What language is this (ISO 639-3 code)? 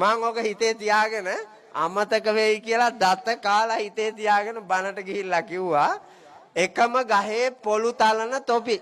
sin